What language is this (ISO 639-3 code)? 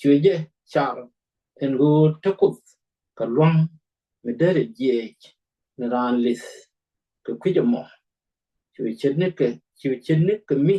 nus